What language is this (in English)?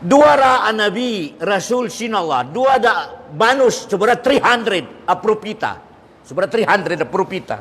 Tausug